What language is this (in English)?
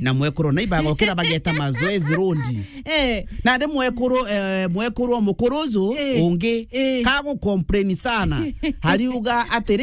Meru